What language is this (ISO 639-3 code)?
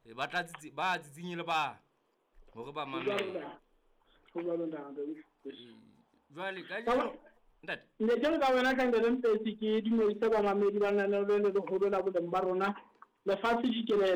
sot